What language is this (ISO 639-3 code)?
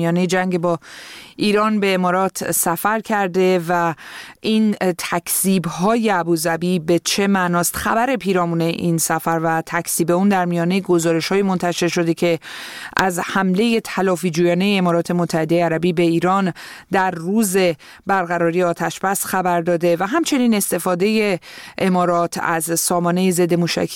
fas